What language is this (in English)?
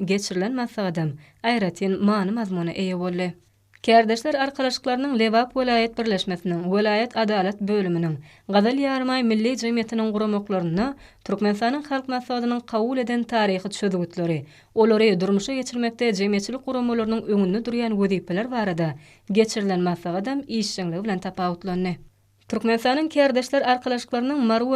Turkmen